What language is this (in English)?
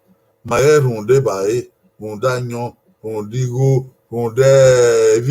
Bini